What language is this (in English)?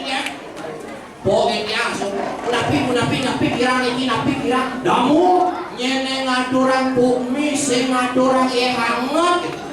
Balinese